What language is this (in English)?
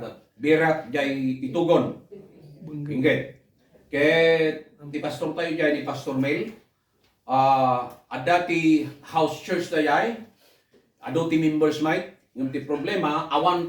Iloko